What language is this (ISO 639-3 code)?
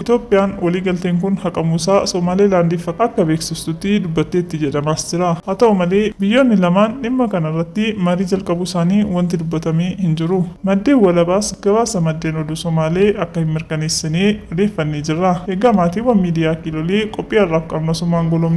orm